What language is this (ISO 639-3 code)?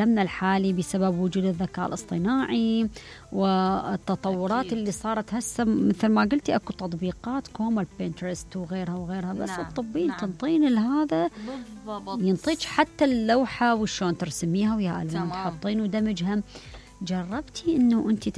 acm